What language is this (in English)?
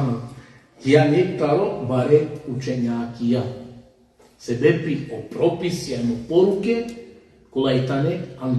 Balkan Romani